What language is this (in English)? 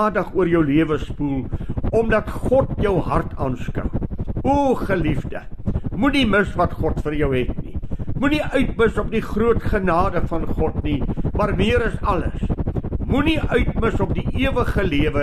Afrikaans